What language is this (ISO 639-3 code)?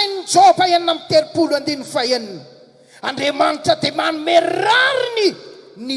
mlg